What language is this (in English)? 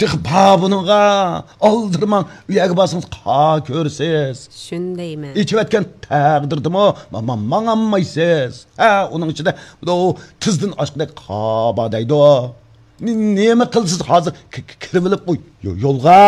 Uyghur